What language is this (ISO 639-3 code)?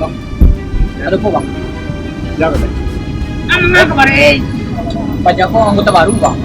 min